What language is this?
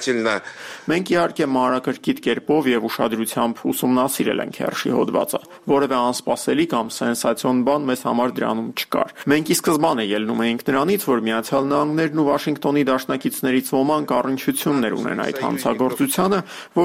Armenian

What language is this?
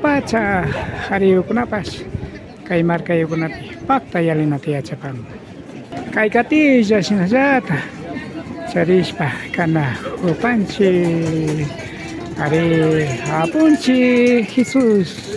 Imbabura Highland Quichua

